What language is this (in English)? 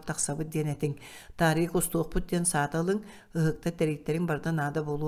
Yakut